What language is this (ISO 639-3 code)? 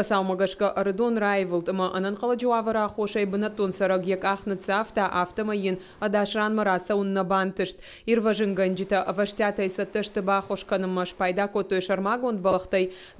oss